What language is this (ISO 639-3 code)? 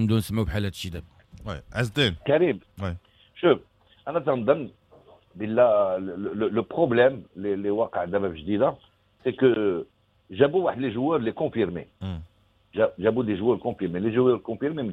ary